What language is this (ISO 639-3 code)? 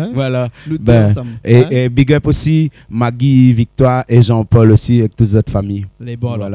rcf